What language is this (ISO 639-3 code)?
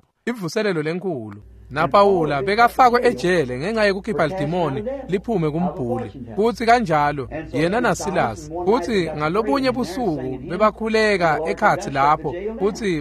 ssw